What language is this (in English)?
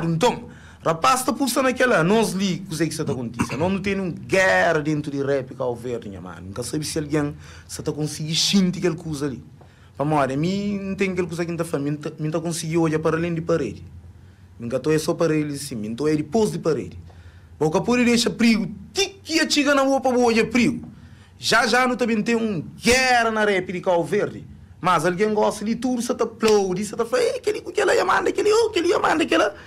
Kabuverdianu